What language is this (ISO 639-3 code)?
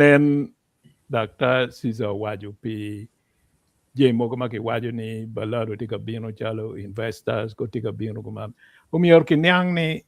ach